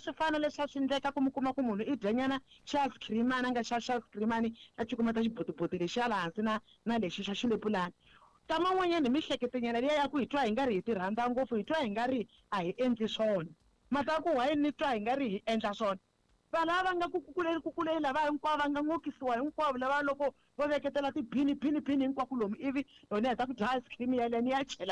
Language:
Tsonga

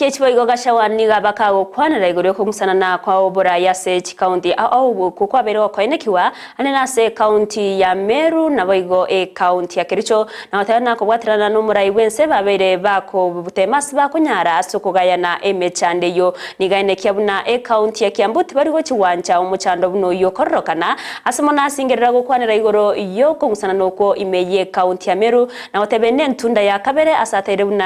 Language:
Gusii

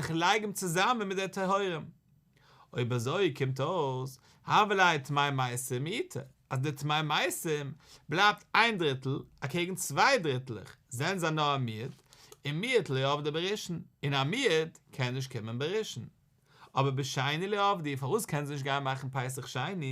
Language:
Yiddish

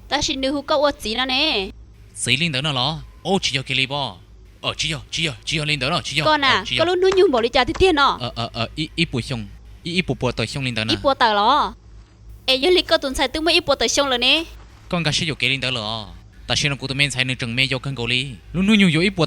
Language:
Hmong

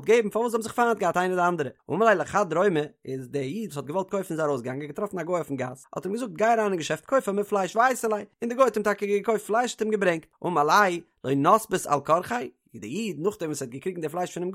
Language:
Yiddish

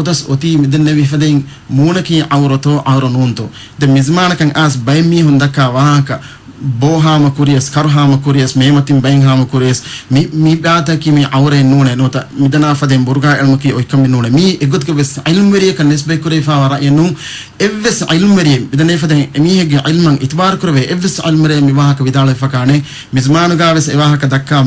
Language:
Divehi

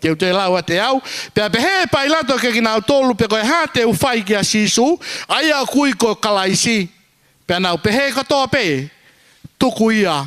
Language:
Tongan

